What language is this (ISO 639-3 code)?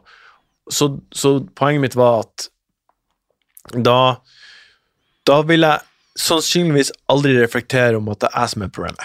nor